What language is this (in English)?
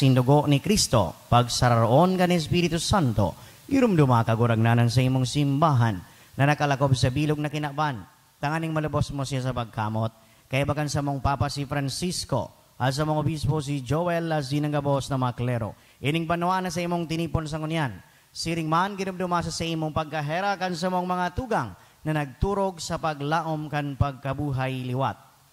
Bikol